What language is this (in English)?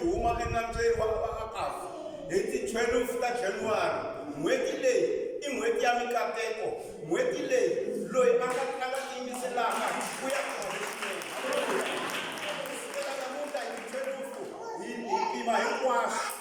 Tsonga